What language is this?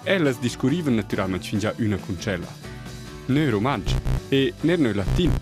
Romansh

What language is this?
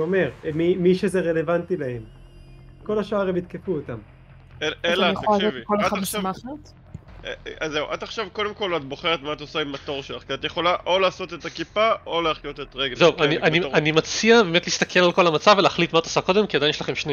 Hebrew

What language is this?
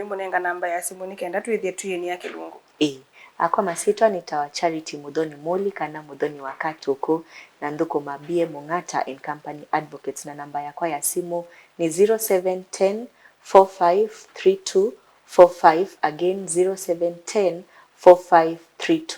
Kamba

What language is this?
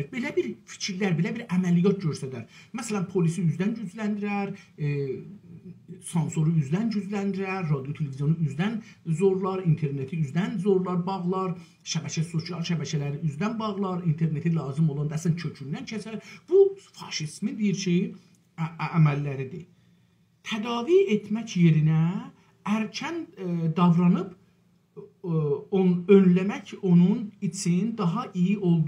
South Azerbaijani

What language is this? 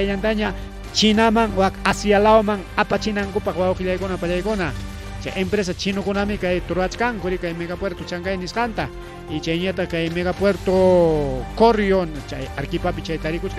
Ayacucho Quechua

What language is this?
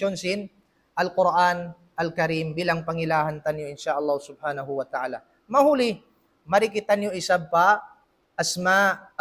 Tausug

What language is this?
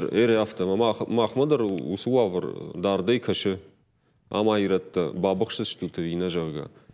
Ossetic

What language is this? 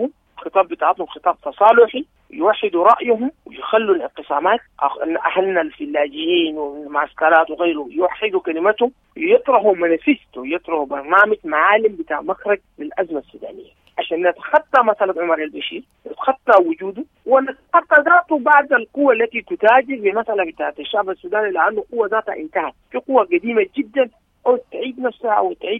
Sudanese Arabic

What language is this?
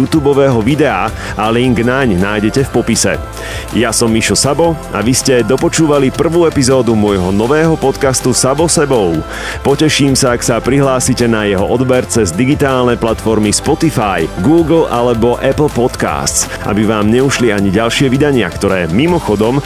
Slovak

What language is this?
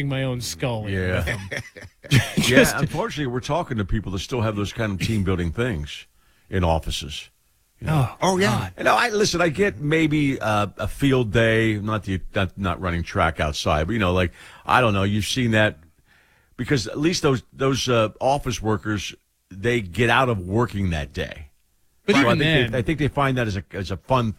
English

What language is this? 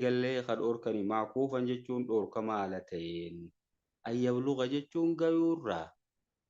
Oromo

